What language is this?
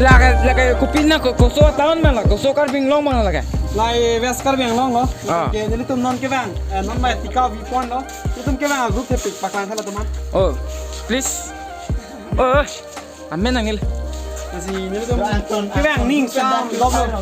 Karbi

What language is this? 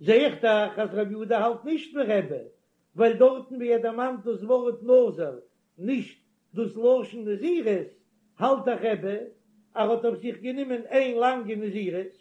Yiddish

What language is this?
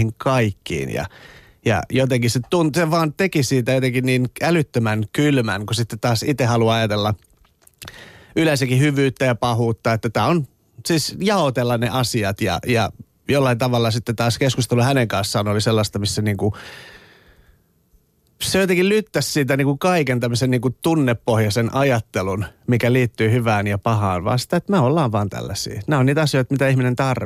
Finnish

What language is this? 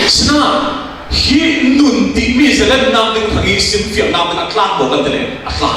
Falam Chin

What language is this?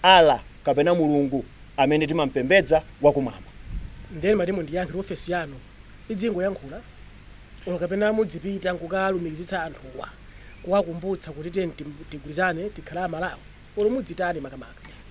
Nyanja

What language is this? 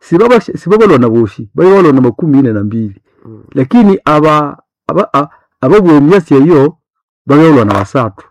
Nande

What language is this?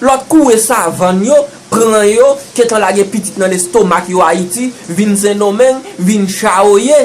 Haitian Creole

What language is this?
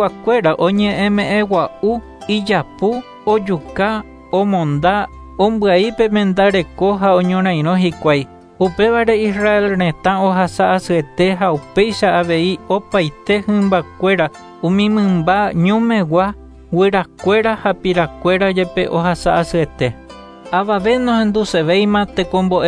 Guarani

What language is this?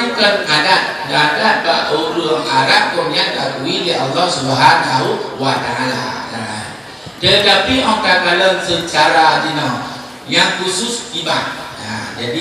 Achinese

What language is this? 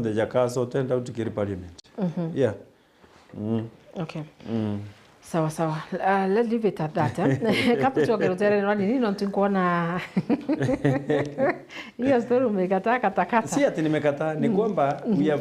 Meru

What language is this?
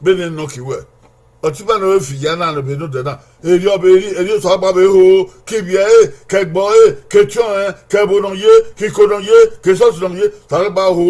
Bini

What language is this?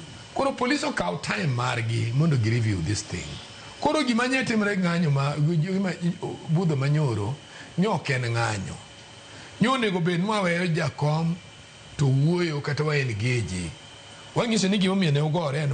Luo (Kenya and Tanzania)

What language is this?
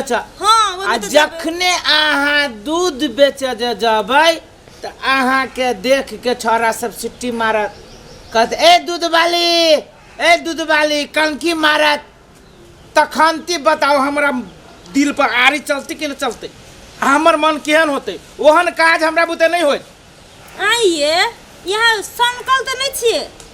Maithili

